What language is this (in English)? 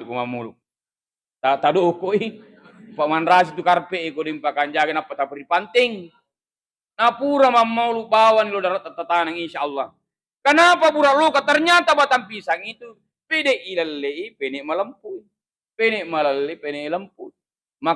Buginese